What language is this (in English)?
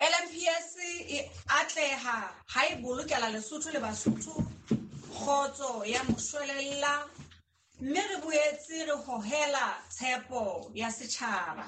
Southern Sotho